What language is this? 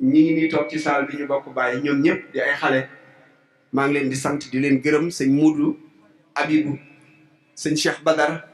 Wolof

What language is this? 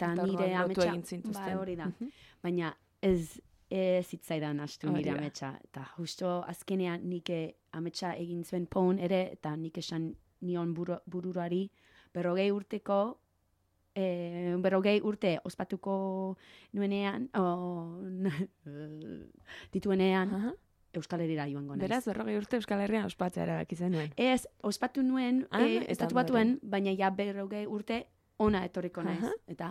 Basque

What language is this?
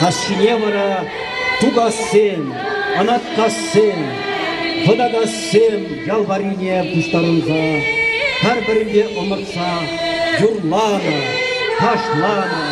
Chuvash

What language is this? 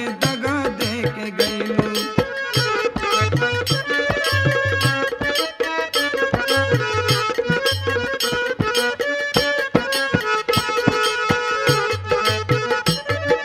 Bhojpuri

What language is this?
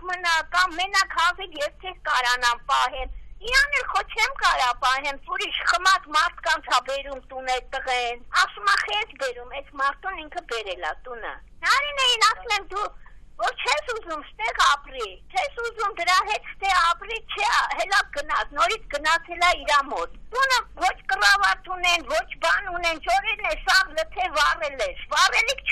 Armenian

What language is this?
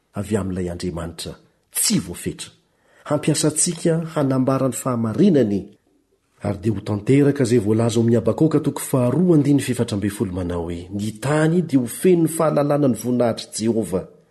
Malagasy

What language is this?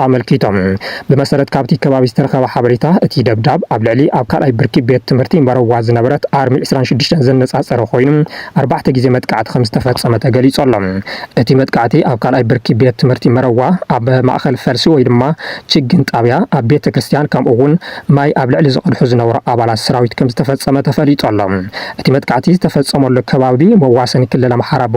Tigrinya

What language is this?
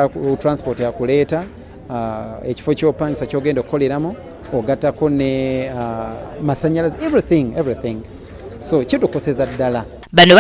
Ganda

